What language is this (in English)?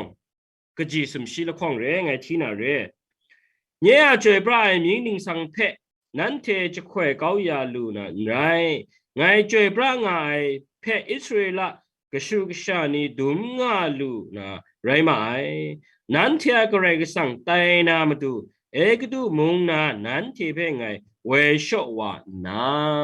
Kachin